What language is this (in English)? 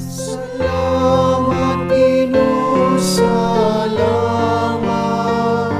Pampanga